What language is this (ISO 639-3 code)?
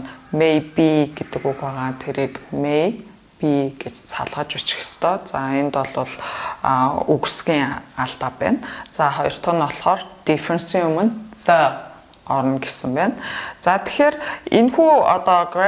mon